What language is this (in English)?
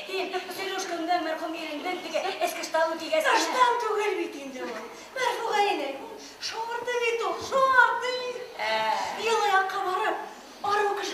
Bashkir